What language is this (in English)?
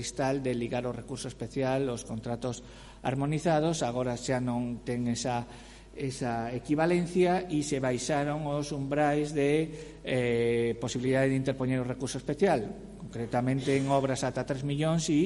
Galician